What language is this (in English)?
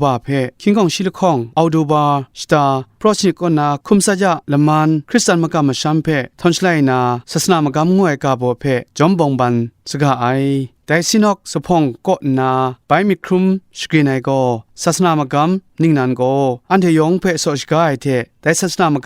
Kachin